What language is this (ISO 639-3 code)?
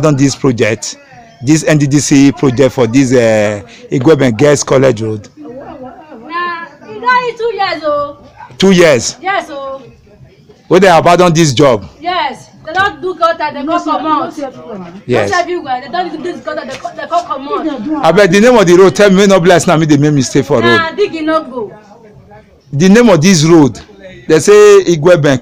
pcm